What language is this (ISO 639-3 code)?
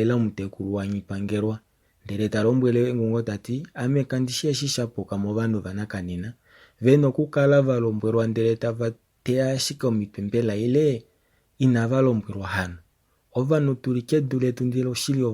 kua